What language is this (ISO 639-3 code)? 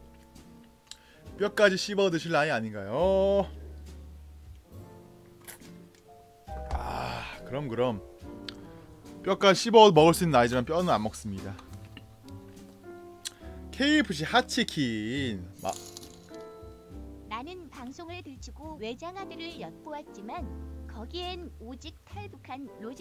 kor